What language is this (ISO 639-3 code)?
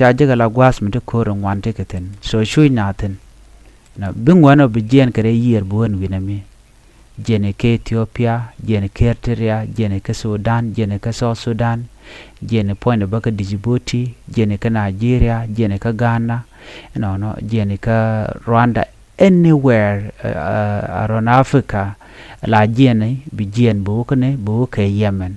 nus